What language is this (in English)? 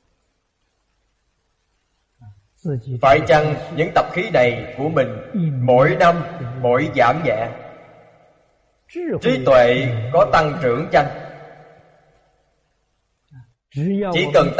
Vietnamese